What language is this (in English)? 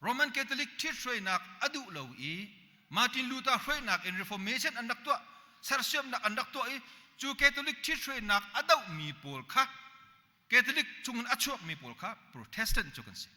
Hakha Chin